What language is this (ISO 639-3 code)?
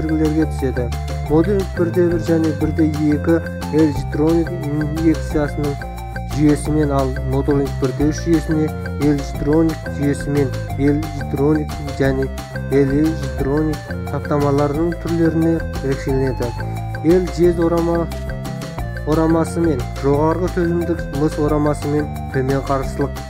kaz